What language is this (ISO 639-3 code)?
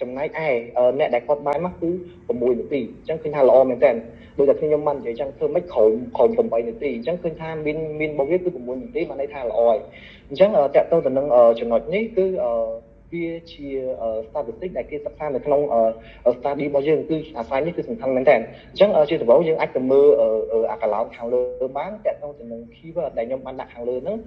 khm